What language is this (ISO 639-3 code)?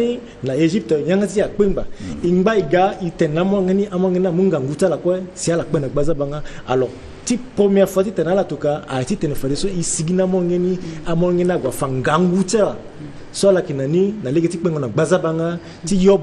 sag